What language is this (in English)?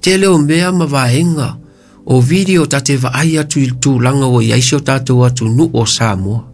Samoan